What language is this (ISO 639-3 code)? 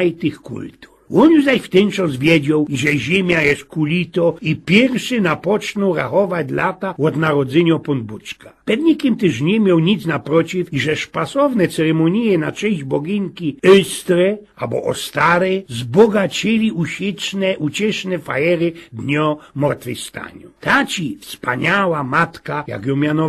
szl